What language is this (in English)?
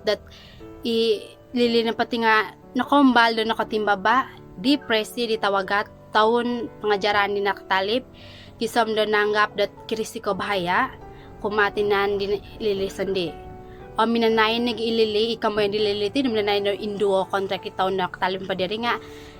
Central Dusun